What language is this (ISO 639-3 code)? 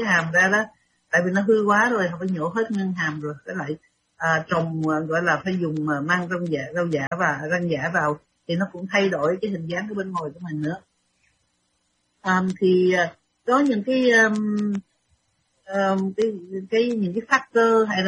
vie